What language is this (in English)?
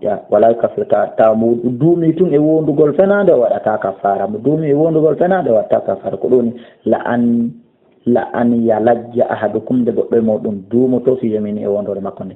Fula